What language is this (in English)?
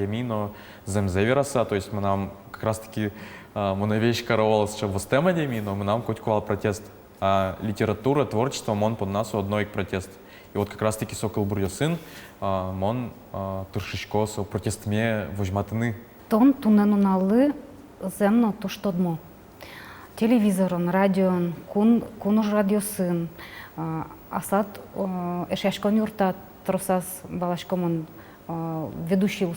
Udmurt